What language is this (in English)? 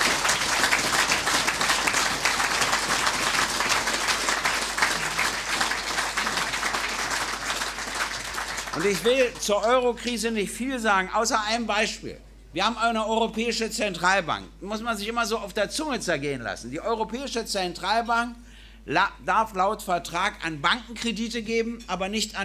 German